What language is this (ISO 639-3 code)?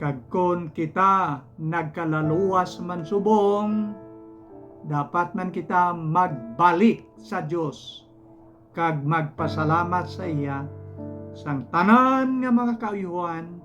hil